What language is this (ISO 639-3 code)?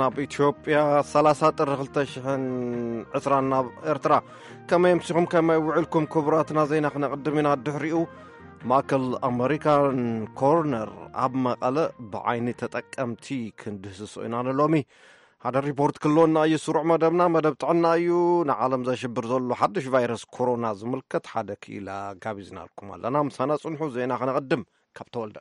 tir